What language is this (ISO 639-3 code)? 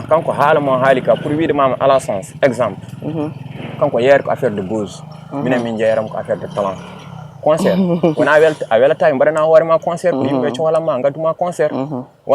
ful